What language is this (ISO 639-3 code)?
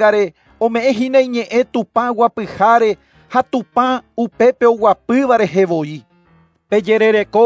grn